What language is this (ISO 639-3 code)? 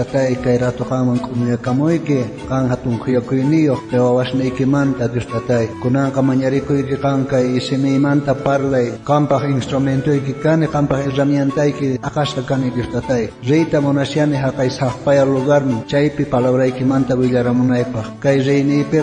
quh